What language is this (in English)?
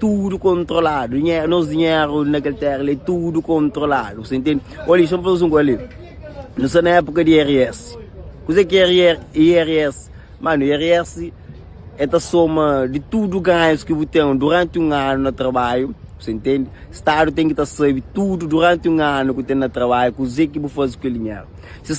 Kabuverdianu